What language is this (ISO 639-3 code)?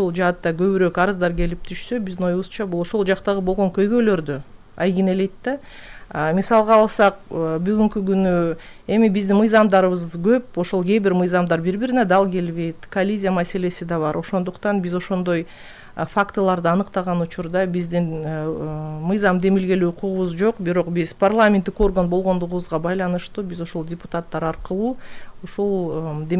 kir